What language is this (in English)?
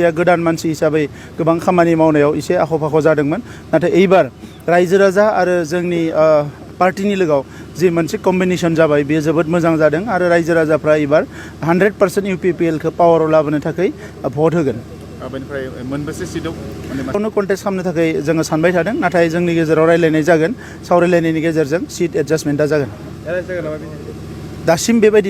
Bodo